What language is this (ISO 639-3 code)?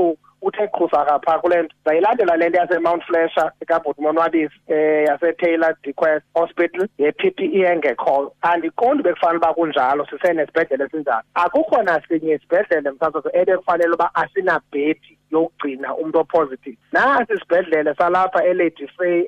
xho